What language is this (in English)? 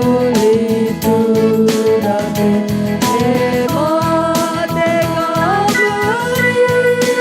Batak Karo